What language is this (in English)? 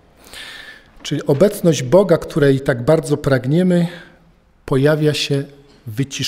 Polish